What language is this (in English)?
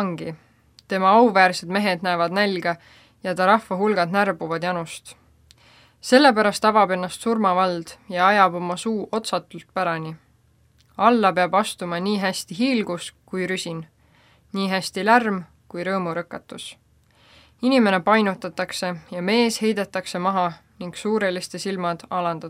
Estonian